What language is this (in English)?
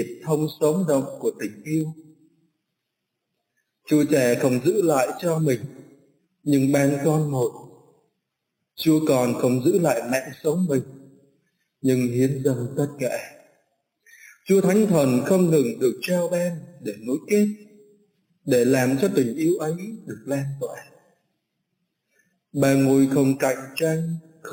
Vietnamese